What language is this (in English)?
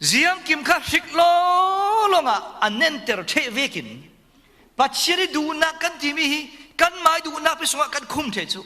Falam Chin